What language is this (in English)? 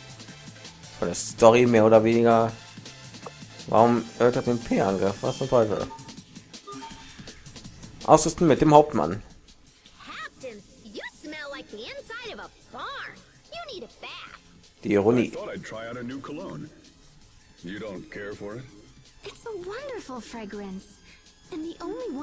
German